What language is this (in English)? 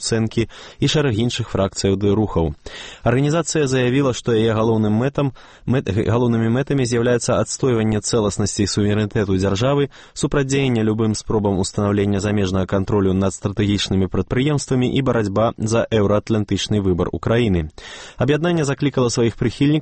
Belarusian